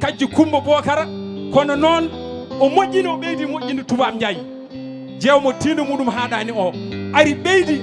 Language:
Fula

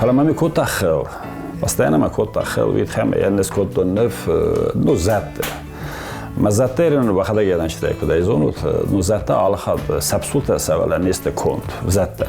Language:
Ossetic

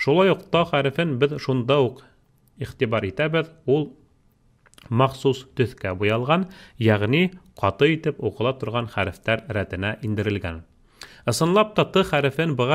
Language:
Bashkir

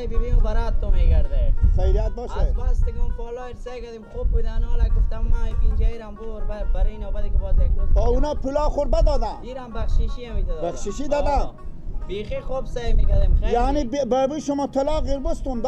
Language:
Persian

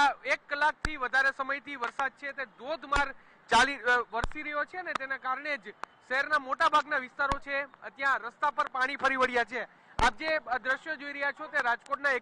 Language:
Gujarati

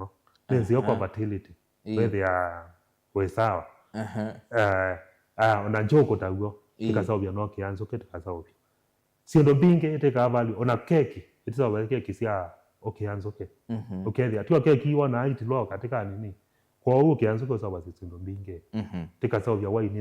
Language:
Kamba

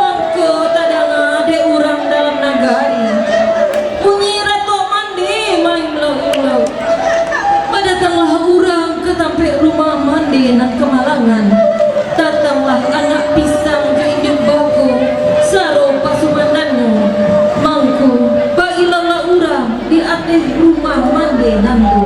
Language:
Minangkabau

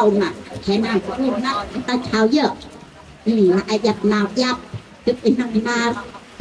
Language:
Central Mnong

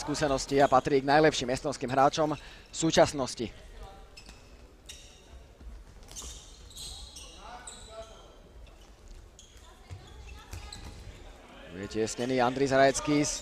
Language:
Slovak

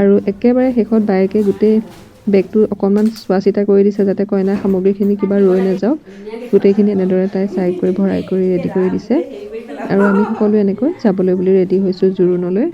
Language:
Assamese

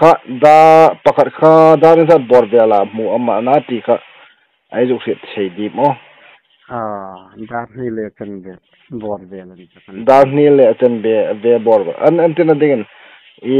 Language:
Hmar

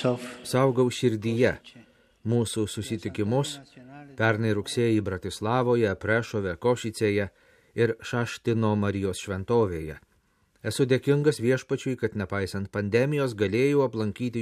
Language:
Lithuanian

